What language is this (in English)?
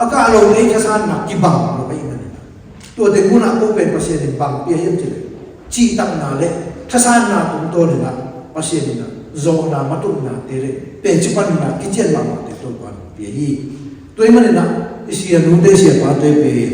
Tedim Chin